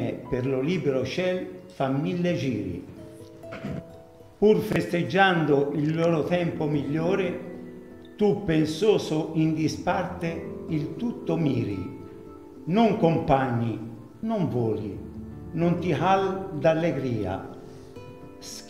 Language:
Italian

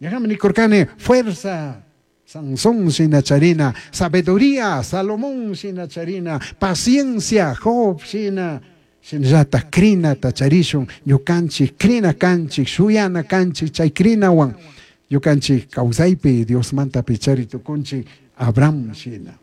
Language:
Chimborazo Highland Quichua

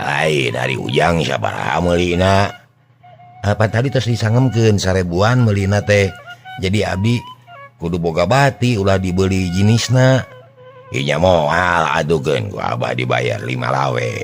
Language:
Sundanese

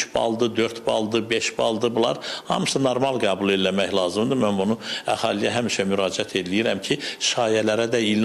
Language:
Azerbaijani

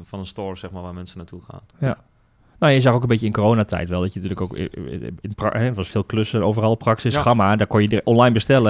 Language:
Dutch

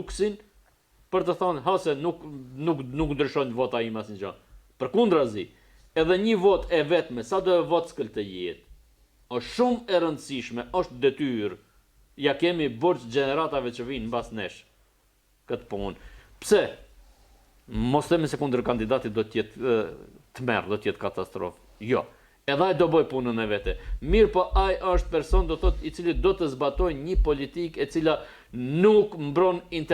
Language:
Albanian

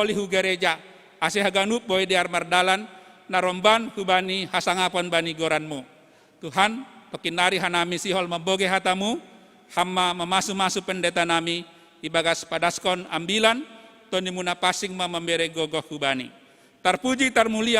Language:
Batak Simalungun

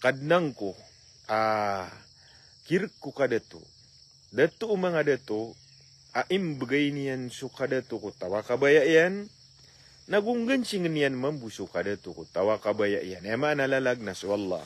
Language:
Maranao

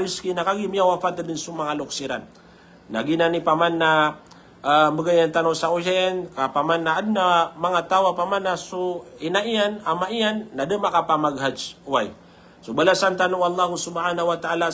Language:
Maranao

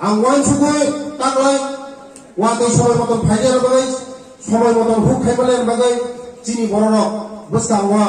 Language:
Riang (India)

